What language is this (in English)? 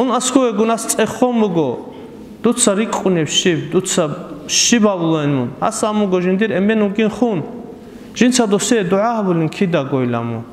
Avaric